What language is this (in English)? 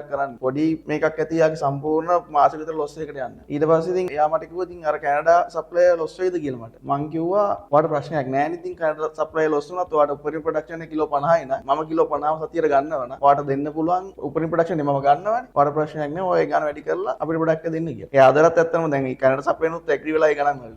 Sinhala